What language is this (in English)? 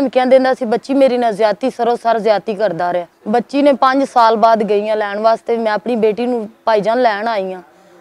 Western Panjabi